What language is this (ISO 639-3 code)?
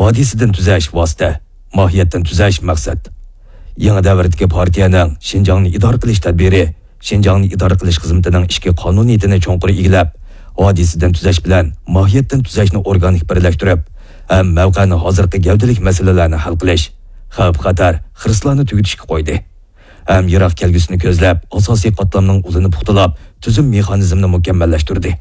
uig